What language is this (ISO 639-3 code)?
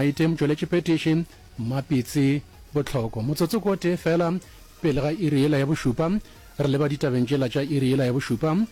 nso